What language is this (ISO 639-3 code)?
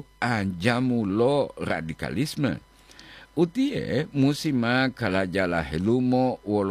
gor